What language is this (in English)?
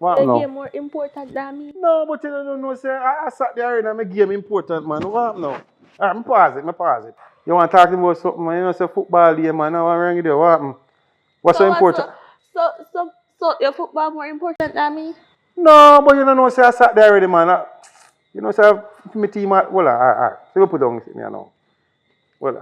Jamaican Creole English